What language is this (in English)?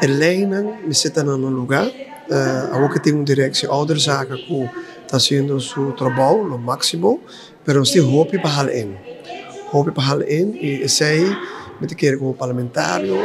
Papiamento